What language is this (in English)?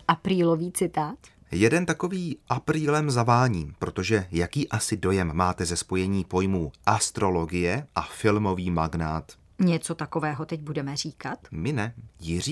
Czech